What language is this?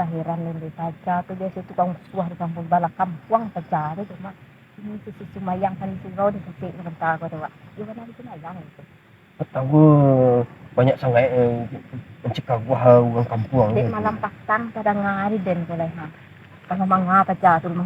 Minangkabau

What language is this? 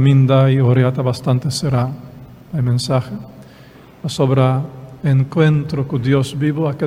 Papiamento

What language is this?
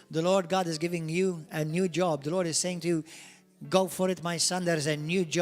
English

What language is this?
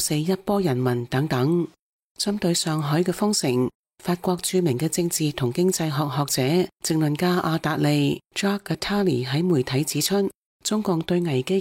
Cantonese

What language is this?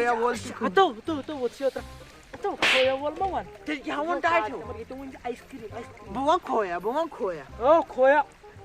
Kashmiri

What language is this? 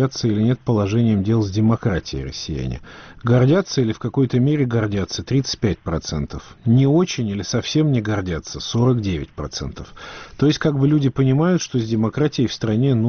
Russian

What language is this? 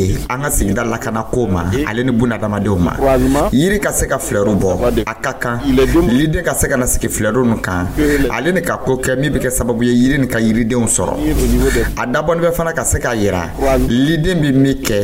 Dyula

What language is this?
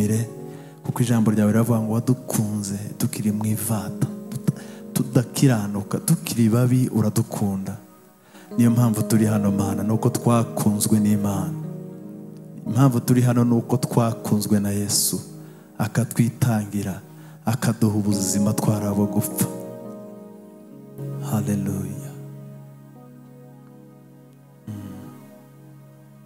Kinyarwanda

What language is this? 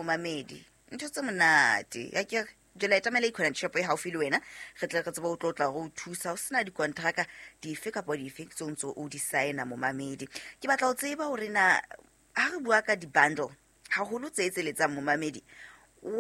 Southern Sotho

